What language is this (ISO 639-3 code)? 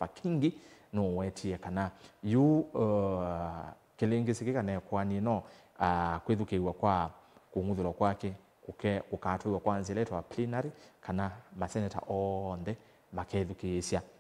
kam